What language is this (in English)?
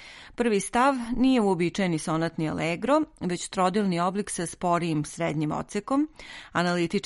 Serbian